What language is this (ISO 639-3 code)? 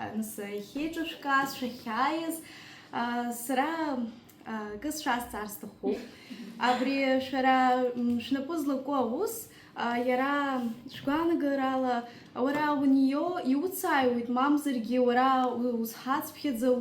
abk